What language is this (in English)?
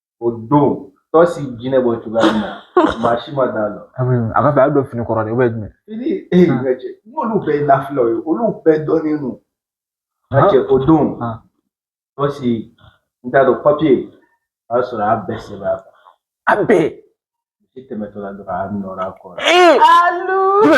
Bambara